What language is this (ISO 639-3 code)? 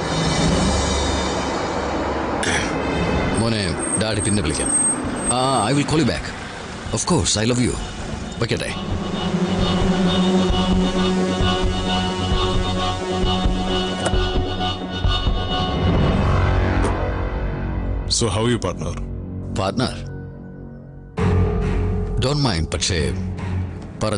mal